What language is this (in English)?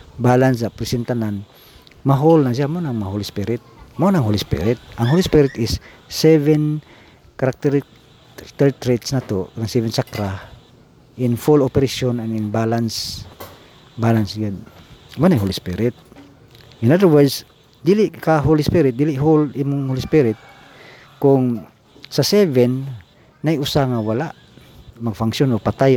Cebuano